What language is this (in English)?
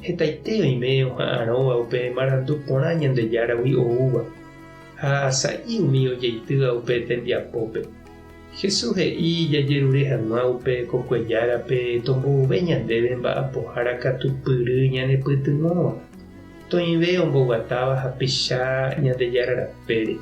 Guarani